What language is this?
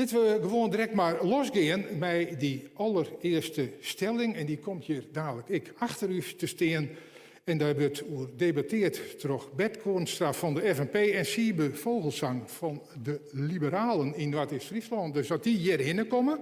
Western Frisian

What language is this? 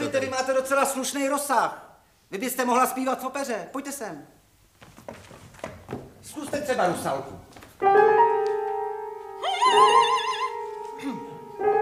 Czech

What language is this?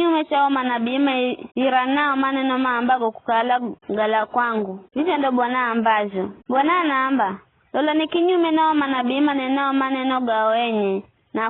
Giryama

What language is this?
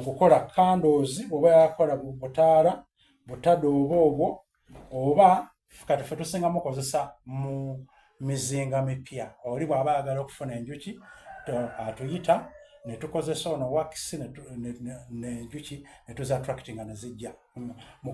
Soga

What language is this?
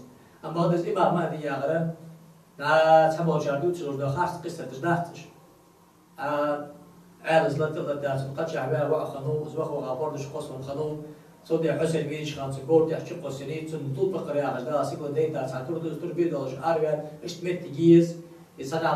Ingush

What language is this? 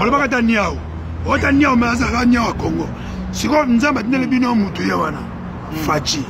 Lingala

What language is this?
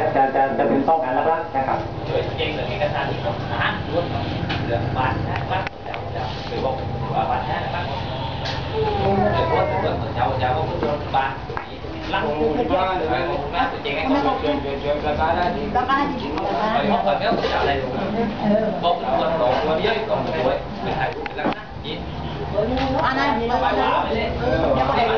Thai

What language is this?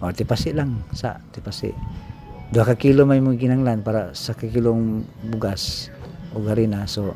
Cebuano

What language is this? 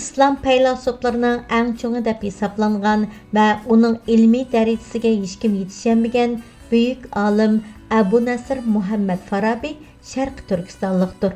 Uyghur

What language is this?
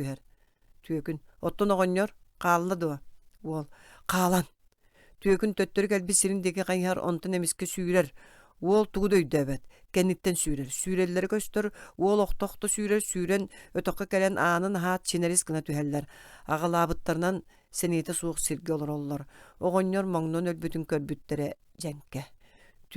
Yakut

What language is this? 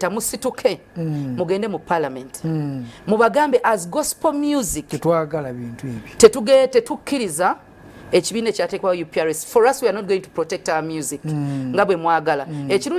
Ganda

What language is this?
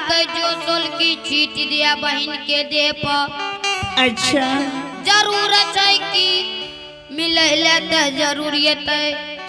Angika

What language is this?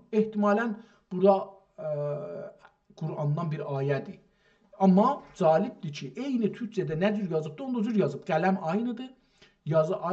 South Azerbaijani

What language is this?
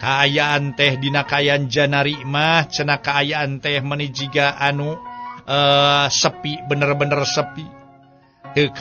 Sundanese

